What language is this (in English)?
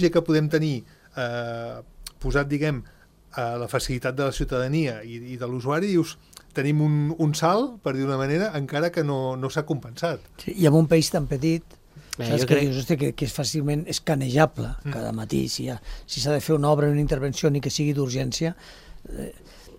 Catalan